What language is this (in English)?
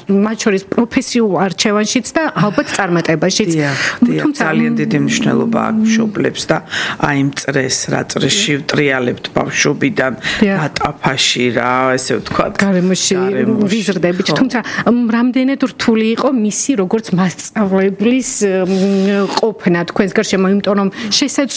Georgian